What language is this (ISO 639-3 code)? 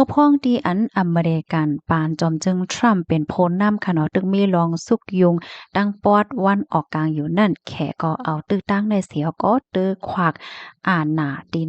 shn